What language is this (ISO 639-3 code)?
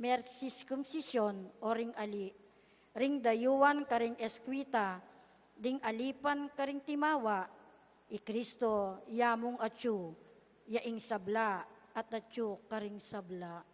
pam